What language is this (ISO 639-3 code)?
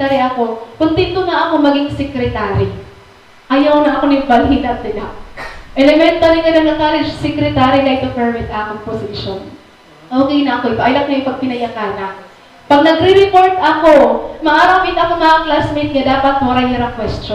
war